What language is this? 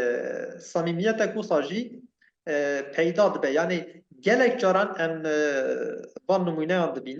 Kurdish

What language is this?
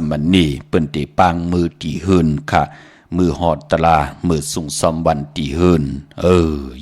Shan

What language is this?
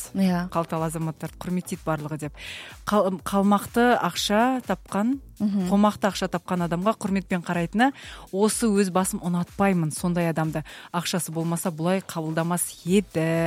Kazakh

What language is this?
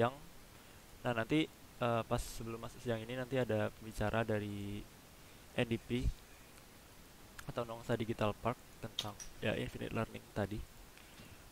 Indonesian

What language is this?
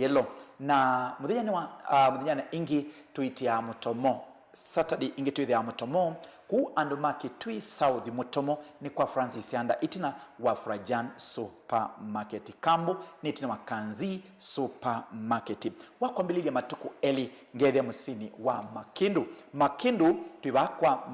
Kamba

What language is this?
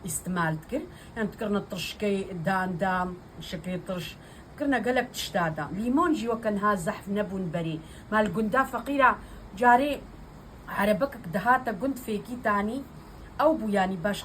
Kurdish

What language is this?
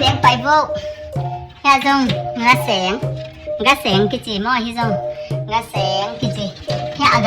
Tedim Chin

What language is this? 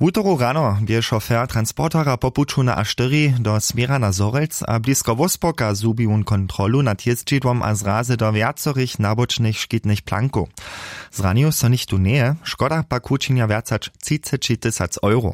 Upper Sorbian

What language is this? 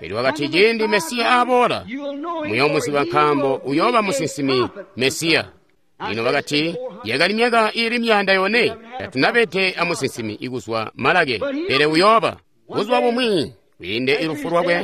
Tonga (Zambia)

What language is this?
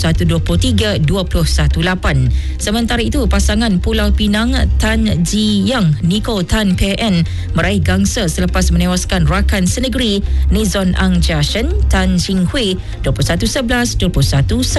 Malay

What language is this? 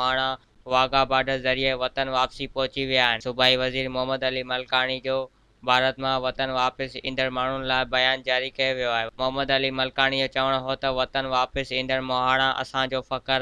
Sindhi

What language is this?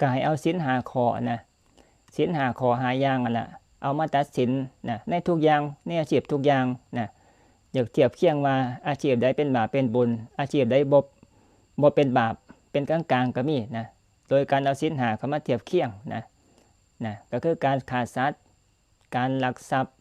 Northeastern Thai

